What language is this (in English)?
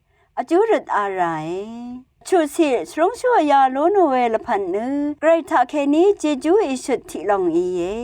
Rawang